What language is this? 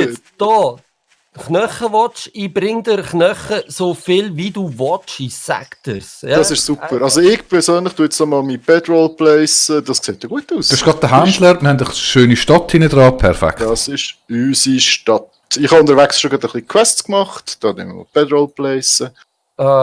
Swiss German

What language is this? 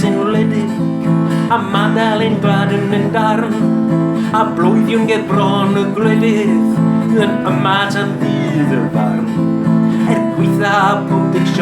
Welsh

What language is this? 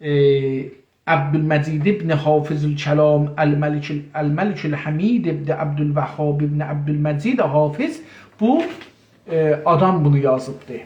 South Azerbaijani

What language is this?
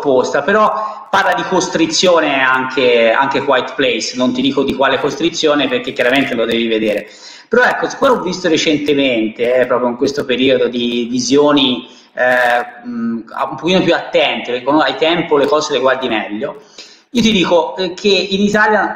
Italian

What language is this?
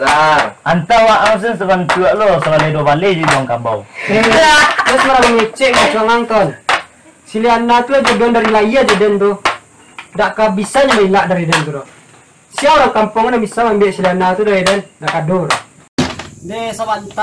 Minangkabau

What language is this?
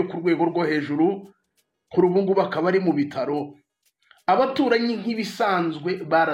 Kinyarwanda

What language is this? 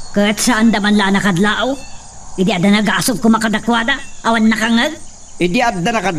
Iloko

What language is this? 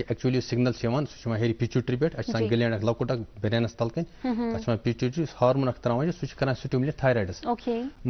Kashmiri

